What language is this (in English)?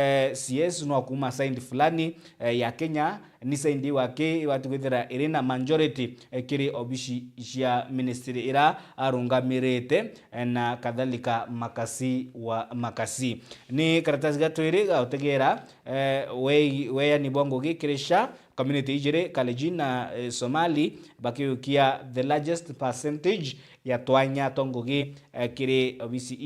Meru